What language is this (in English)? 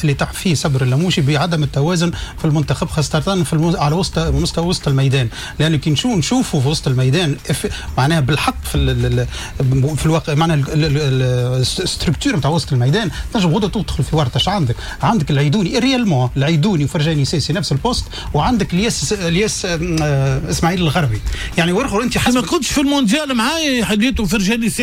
Tunisian Arabic